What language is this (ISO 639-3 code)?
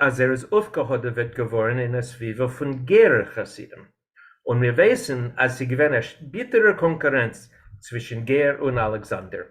yid